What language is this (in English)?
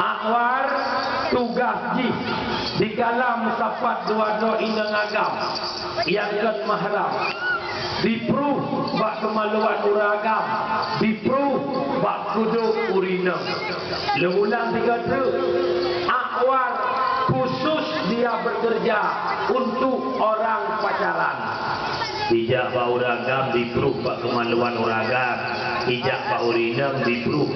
Achinese